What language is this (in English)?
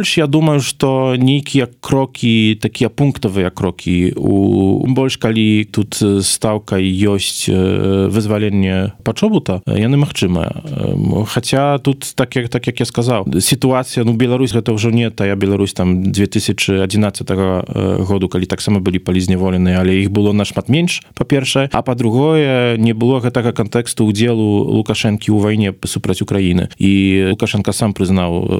Belarusian